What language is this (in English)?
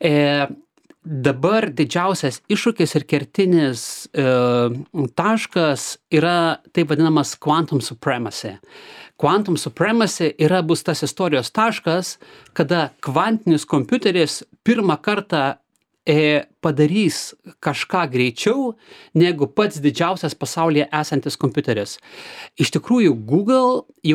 Lithuanian